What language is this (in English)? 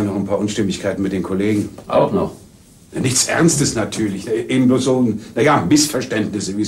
German